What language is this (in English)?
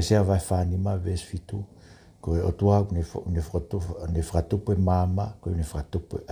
Tongan